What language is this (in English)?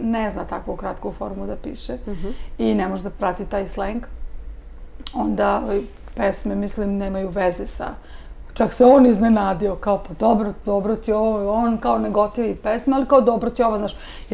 Serbian